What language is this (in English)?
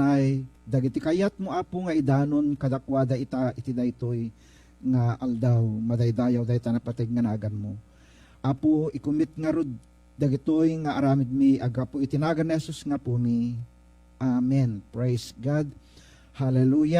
Iloko